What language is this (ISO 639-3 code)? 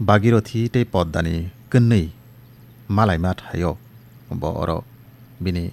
trp